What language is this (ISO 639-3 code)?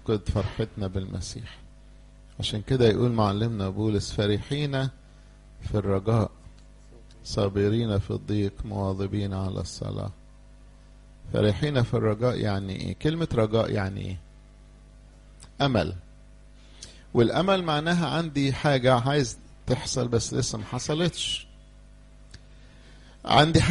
arz